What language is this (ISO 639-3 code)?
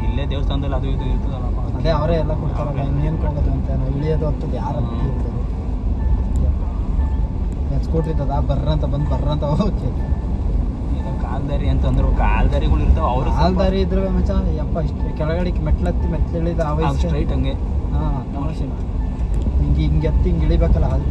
kan